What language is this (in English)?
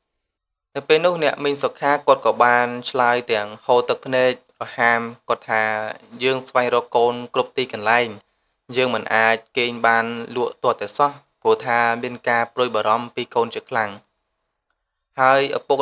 Khmer